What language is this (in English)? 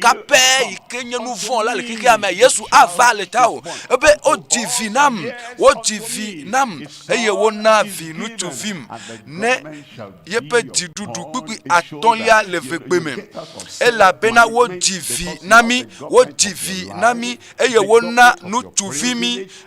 Ewe